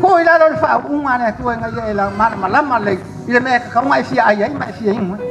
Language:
Samoan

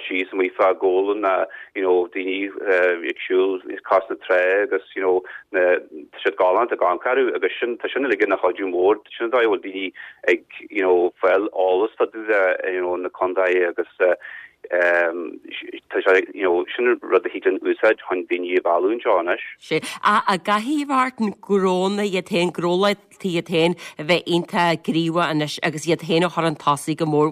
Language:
Irish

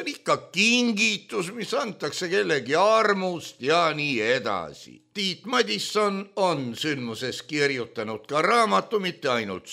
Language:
Estonian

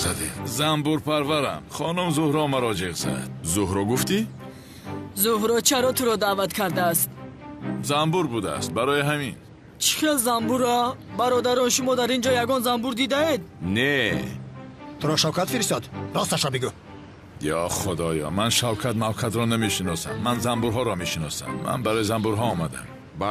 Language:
Tajik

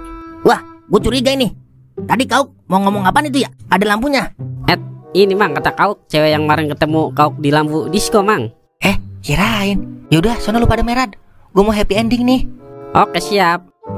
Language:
Betawi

